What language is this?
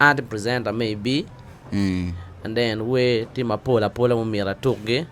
Acoli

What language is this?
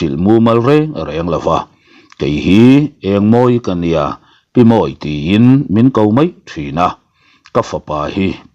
Mizo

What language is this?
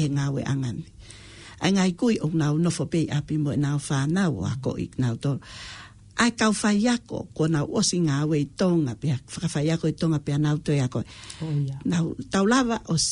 Tongan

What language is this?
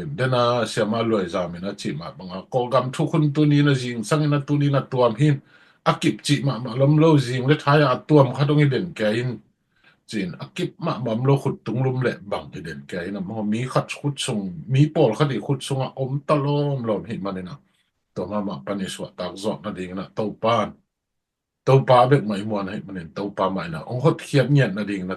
Tedim Chin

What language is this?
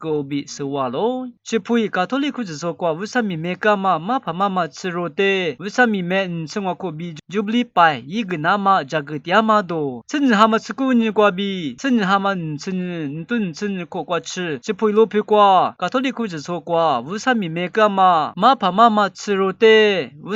Lisu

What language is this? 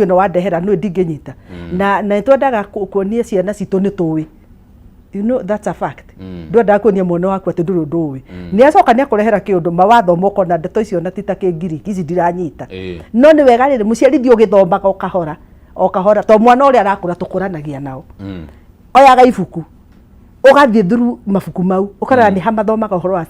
Kikuyu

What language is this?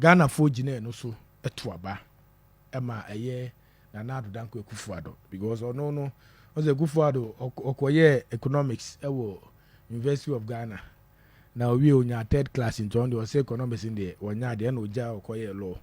Akan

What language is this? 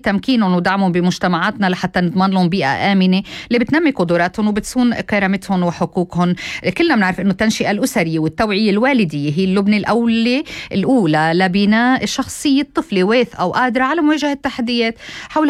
North Levantine Arabic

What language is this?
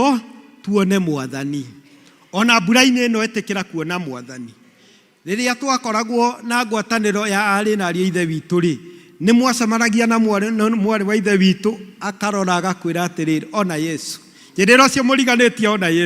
Kikuyu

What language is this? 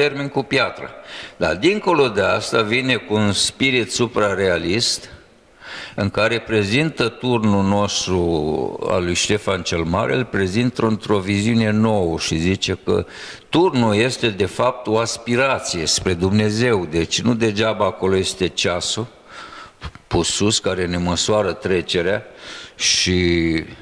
Romanian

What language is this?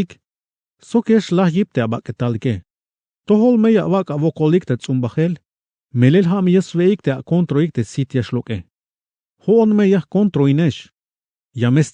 Tzeltal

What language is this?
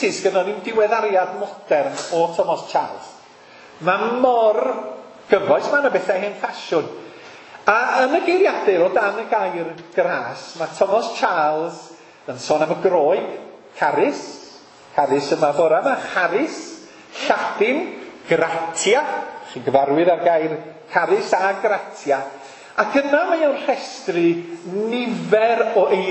Welsh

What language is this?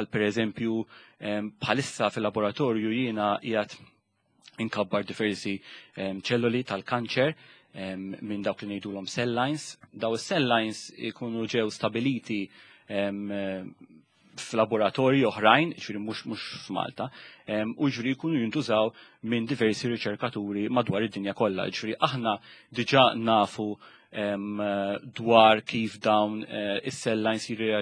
Maltese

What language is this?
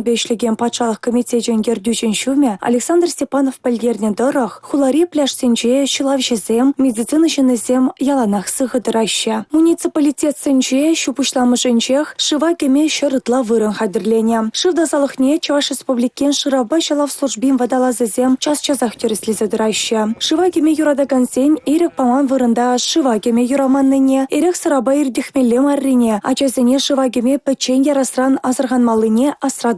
Chuvash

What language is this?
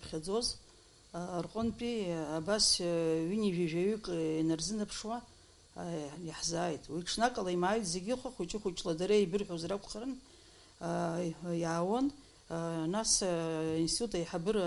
Abkhazian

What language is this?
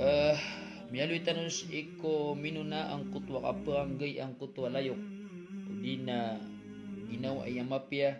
Maranao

